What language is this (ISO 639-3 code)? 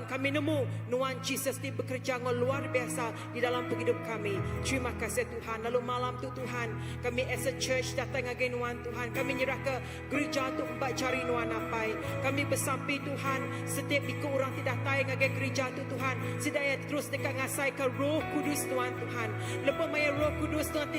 iba